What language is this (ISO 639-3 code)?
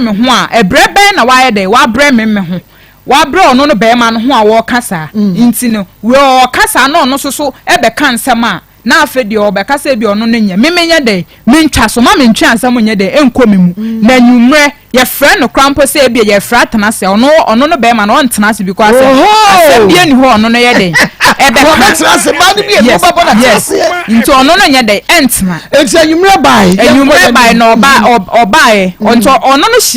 aka